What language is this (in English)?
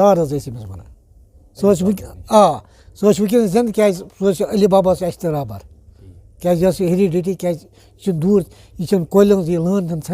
Kashmiri